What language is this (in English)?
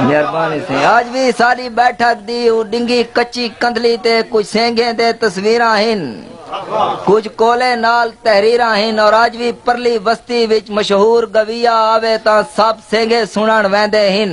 Saraiki